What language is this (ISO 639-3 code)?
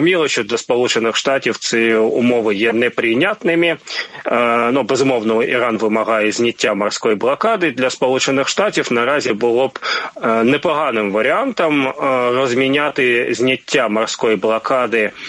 ukr